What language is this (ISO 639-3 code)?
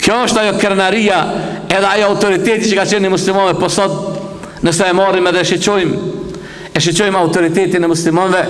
sqi